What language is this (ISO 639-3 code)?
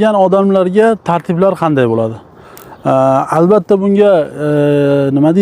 uzb